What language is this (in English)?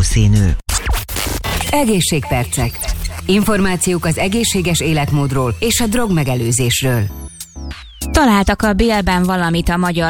Hungarian